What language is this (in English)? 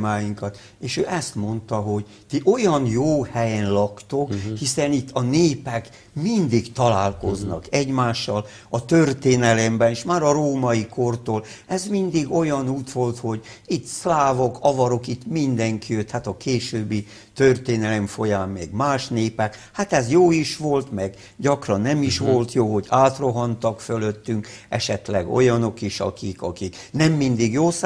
Hungarian